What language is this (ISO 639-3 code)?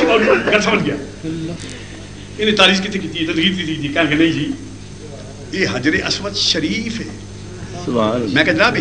lah